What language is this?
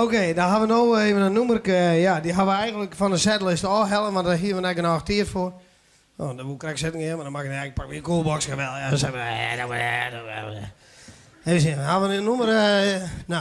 Western Frisian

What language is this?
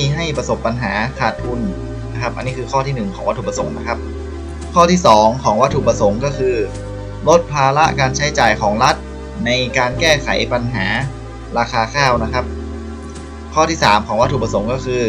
Thai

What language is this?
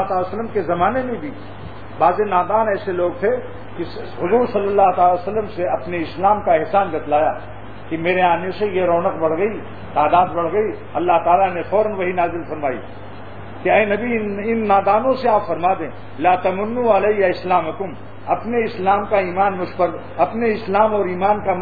Urdu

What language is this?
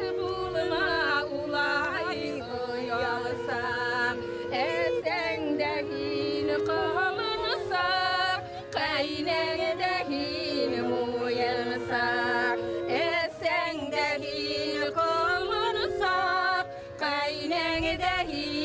Bashkir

